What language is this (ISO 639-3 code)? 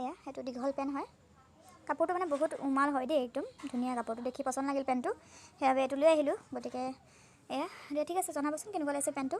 asm